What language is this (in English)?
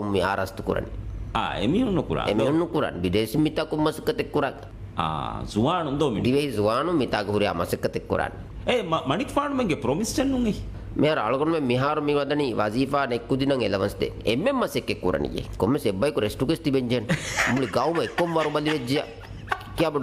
Divehi